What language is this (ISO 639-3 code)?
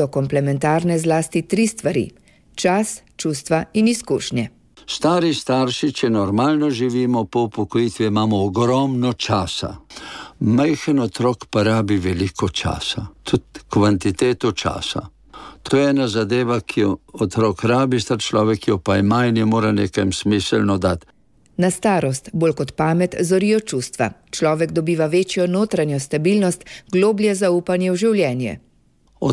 slv